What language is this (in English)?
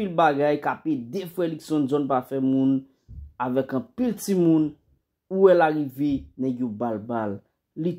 Haitian Creole